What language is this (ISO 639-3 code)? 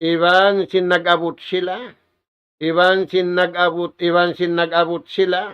tsg